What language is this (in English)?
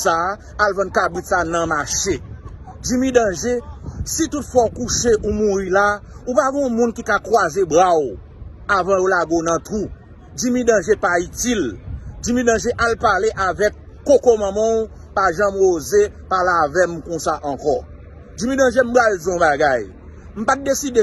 Haitian Creole